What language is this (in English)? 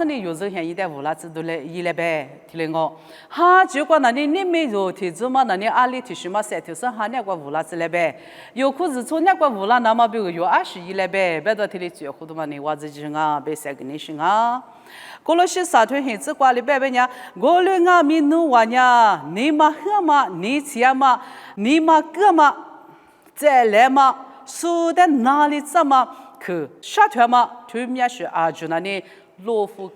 Lisu